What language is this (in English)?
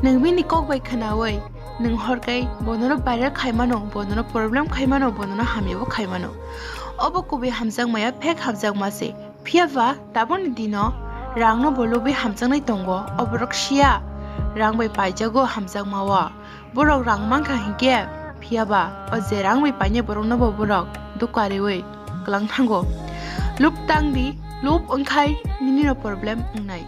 Kok Borok